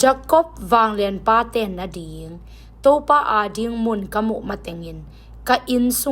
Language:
Tedim Chin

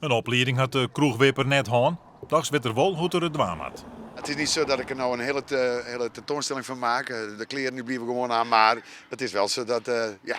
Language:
Western Frisian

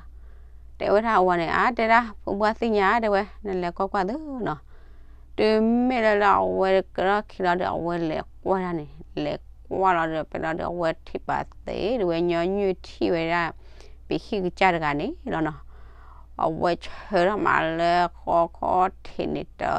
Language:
S'gaw Karen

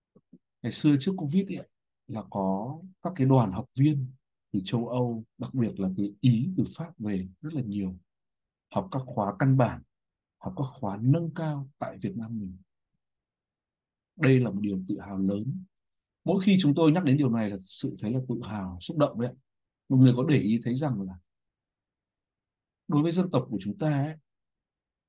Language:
Vietnamese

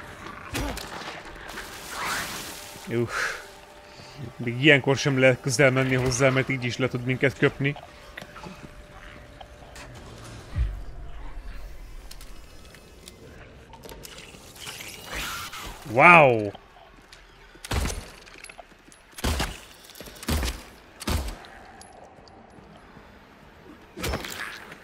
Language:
Hungarian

